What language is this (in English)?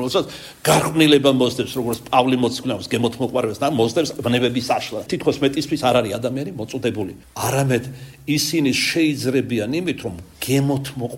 Georgian